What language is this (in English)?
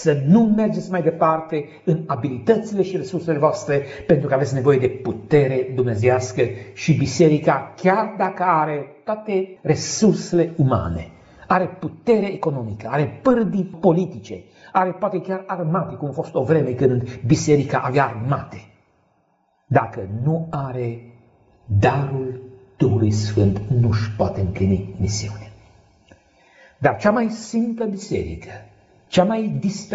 Romanian